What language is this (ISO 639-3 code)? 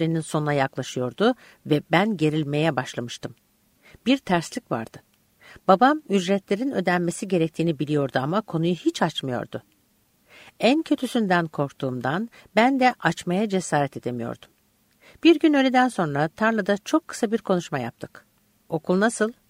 tur